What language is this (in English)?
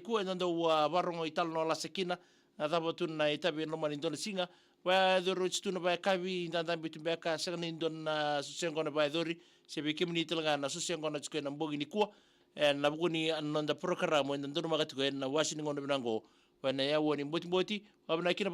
Fijian